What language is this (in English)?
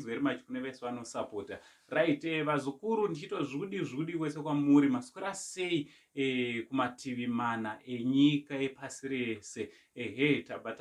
Shona